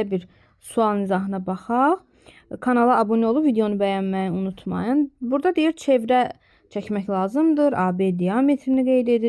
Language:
Azerbaijani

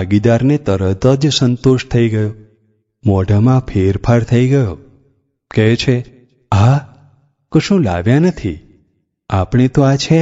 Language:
Gujarati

